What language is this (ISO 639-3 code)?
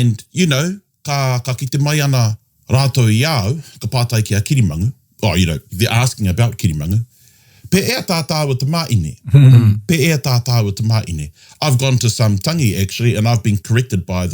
mri